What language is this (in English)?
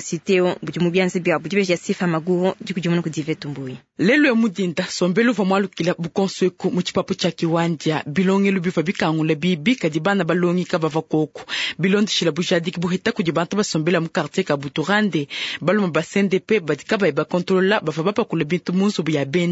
Luba-Lulua